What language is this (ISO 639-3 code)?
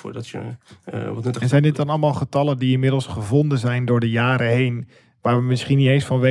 nld